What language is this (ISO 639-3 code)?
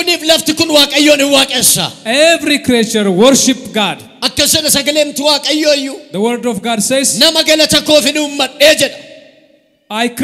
orm